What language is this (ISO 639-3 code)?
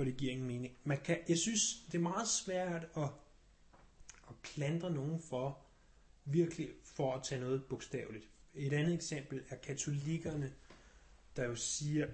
dan